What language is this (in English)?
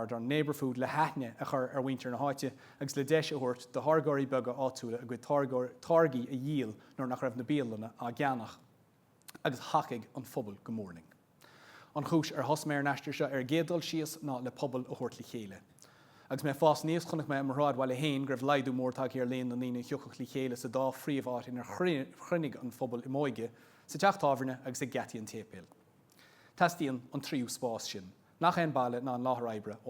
Irish